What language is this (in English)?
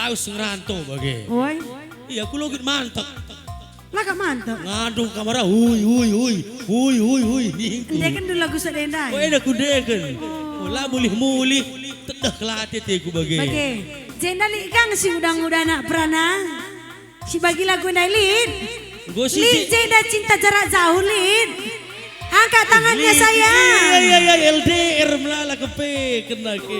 Batak Karo